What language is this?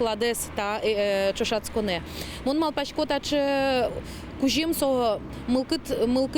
Udmurt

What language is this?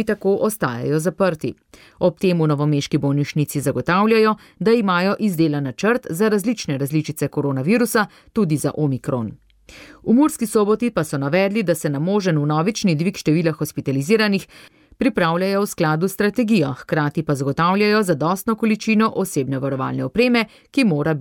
Slovenian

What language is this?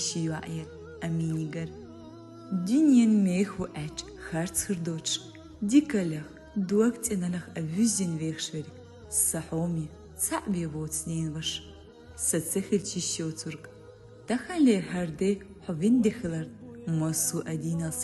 Chechen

